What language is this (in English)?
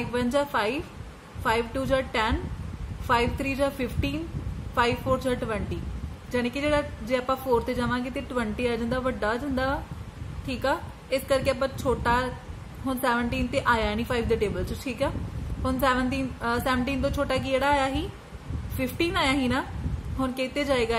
Punjabi